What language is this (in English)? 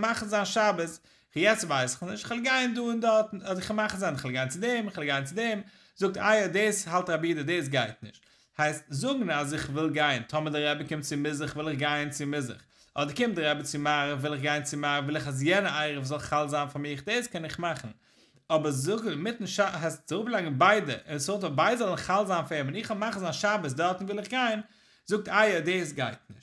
Yiddish